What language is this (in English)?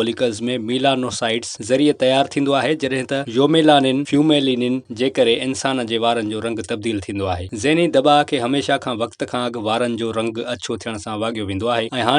Sindhi